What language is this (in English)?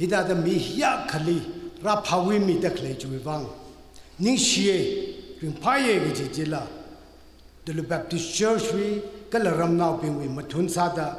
Tangkhul Naga (India)